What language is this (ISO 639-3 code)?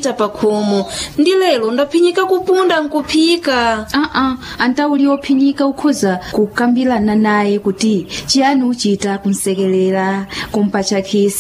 nya